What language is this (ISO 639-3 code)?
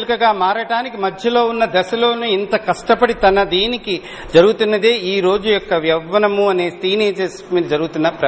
tel